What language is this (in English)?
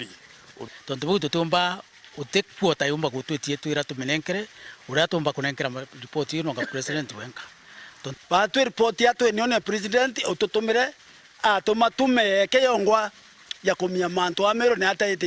Meru